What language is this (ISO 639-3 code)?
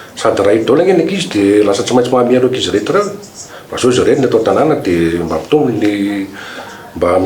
mlg